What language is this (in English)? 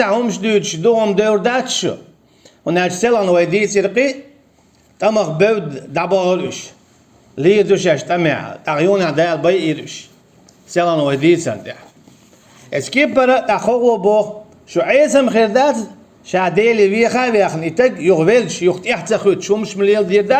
Chechen